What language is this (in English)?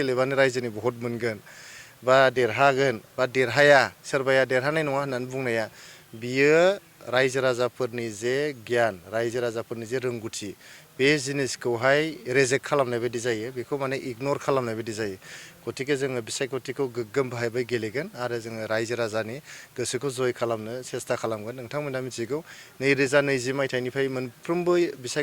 Bodo